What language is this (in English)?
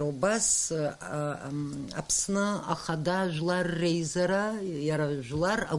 Abkhazian